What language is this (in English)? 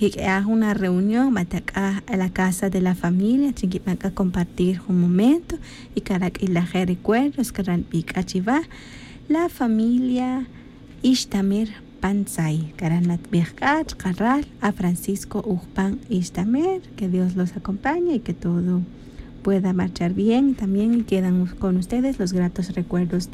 Tz'utujil